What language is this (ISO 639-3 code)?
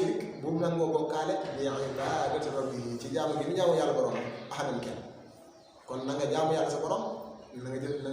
wol